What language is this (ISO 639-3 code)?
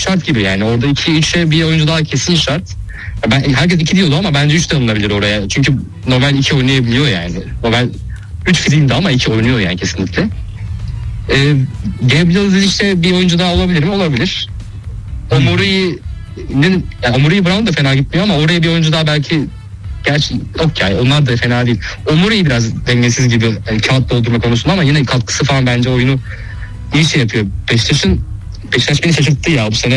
tur